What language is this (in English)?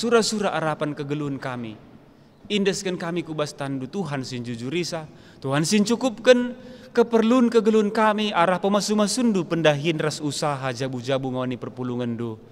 Batak Karo